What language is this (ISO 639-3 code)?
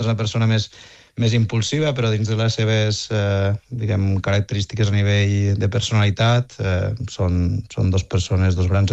cat